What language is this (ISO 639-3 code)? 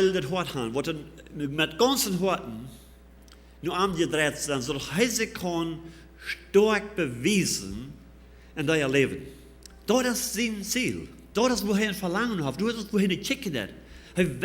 pdt